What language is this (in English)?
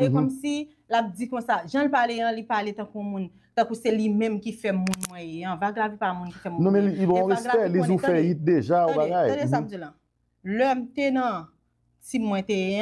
Haitian Creole